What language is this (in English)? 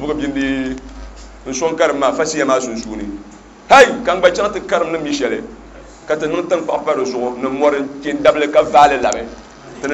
Dagbani